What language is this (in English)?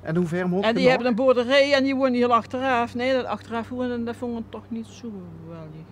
Limburgish